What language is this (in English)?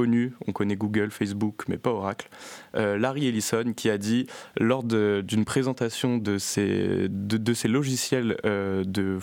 French